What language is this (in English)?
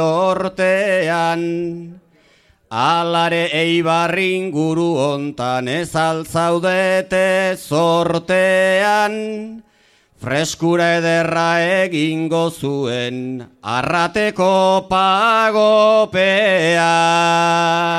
Basque